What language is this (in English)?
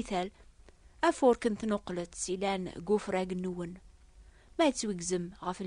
Kabyle